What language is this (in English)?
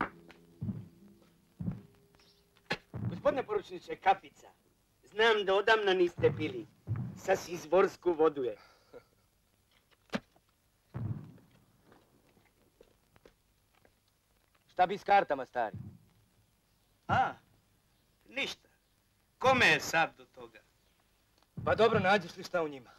Serbian